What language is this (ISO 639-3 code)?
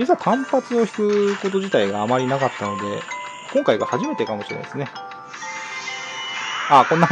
jpn